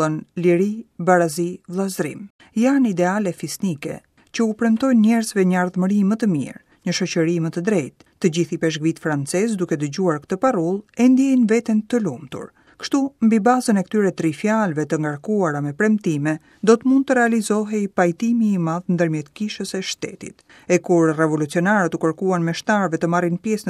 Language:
Albanian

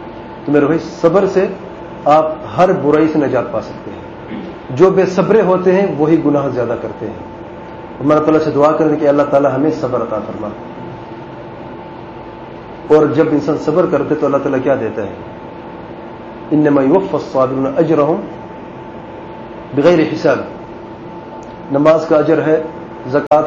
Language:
Urdu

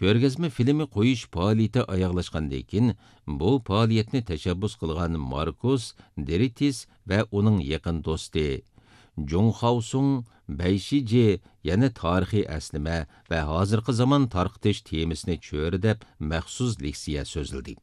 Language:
Uyghur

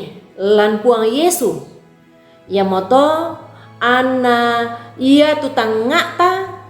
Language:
Toraja-Sa'dan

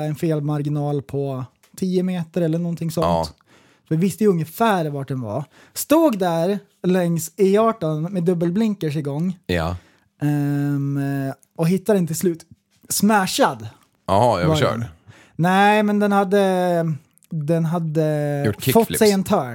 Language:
Swedish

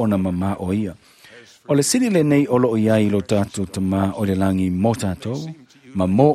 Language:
Samoan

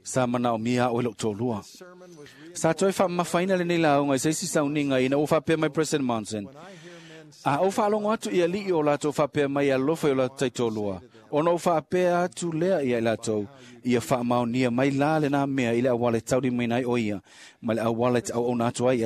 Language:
Samoan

